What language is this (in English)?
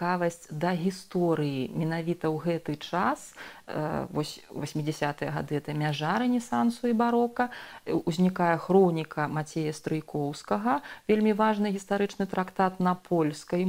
Belarusian